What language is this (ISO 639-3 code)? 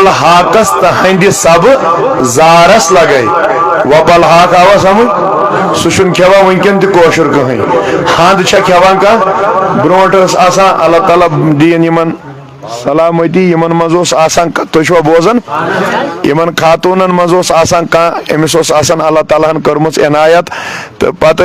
kas